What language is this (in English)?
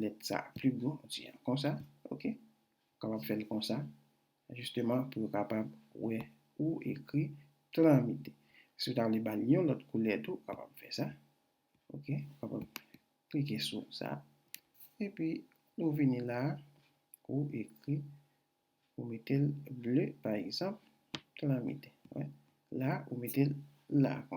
Haitian Creole